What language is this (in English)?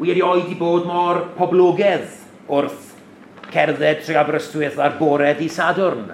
Welsh